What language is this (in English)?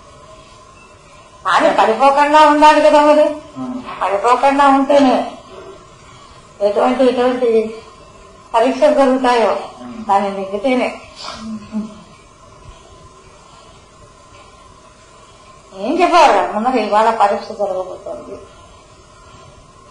Telugu